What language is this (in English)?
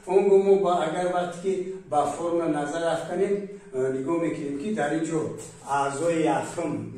Tajik